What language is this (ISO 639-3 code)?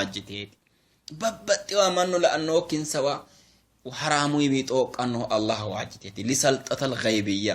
sid